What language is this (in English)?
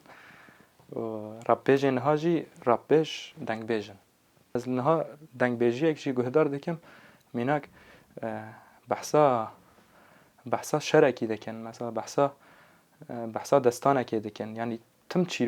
Kurdish